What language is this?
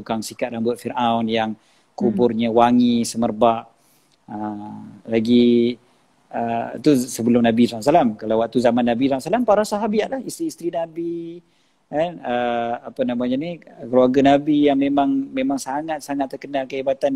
Malay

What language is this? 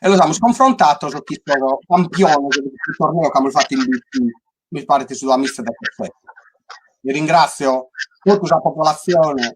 Sardinian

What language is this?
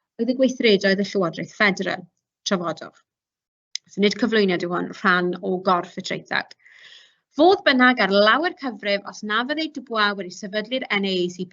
Welsh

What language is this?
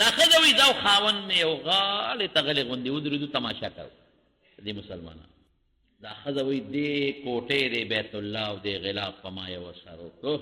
Pashto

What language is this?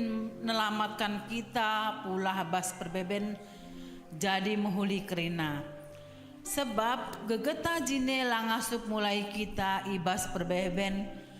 Batak Karo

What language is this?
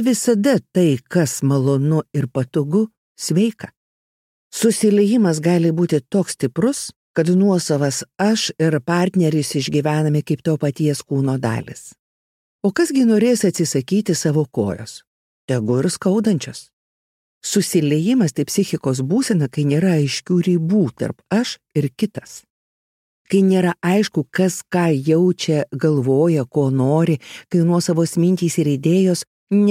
Lithuanian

